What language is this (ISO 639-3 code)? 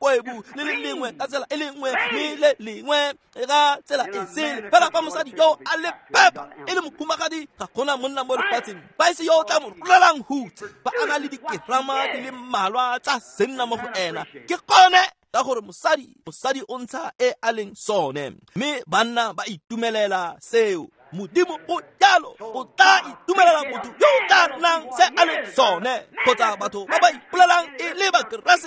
tsn